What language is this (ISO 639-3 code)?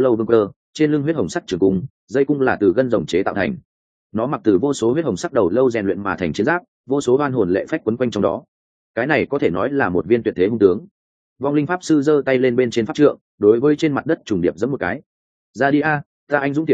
vie